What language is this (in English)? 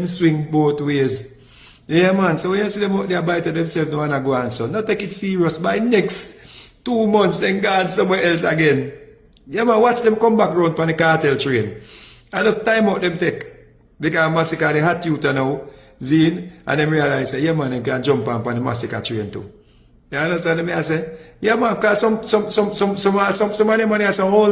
Jamaican Creole English